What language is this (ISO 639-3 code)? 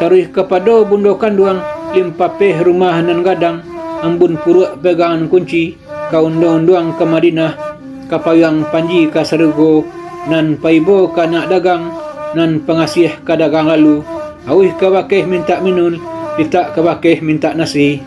min